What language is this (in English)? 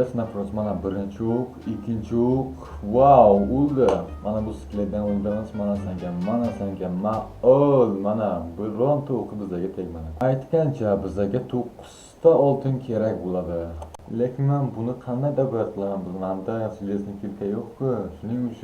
Uzbek